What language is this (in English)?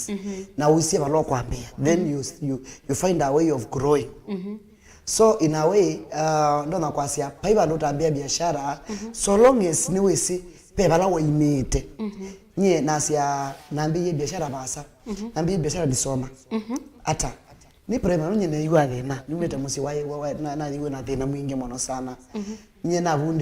Kamba